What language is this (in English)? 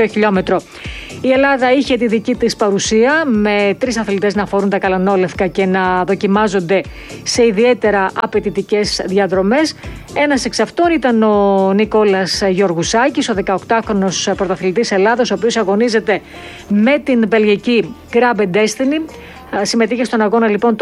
Greek